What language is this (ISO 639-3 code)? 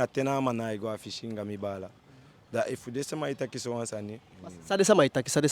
djk